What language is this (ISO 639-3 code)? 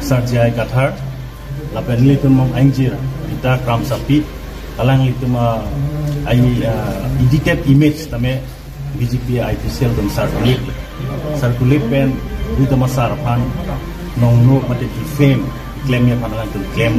mjw